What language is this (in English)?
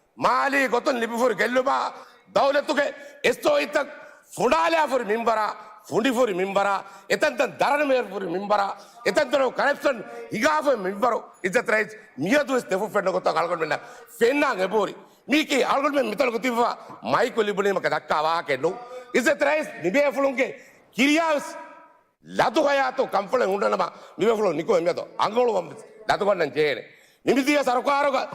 Divehi